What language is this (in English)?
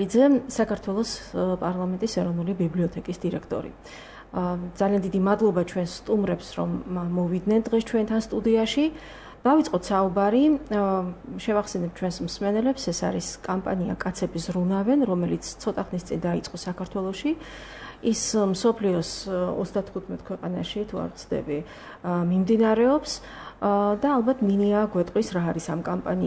Georgian